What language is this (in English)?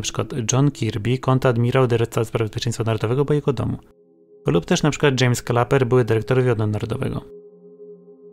Polish